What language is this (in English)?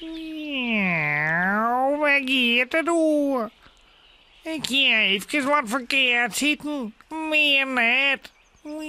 Western Frisian